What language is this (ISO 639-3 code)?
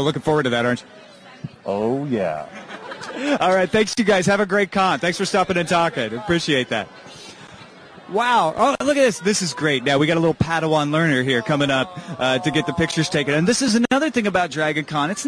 eng